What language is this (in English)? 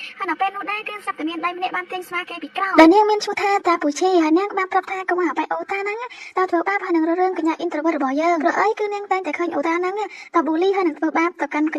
Khmer